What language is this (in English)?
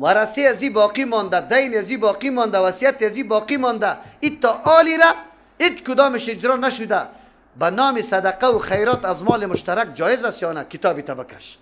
Persian